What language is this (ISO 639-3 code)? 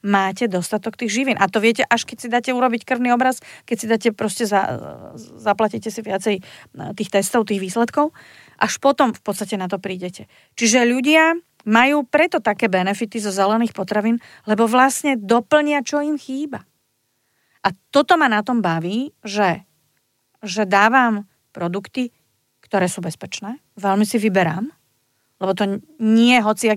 slk